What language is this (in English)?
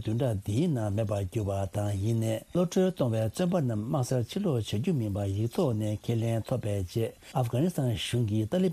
Tibetan